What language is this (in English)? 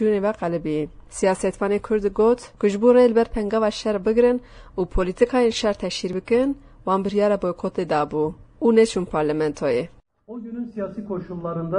Kurdish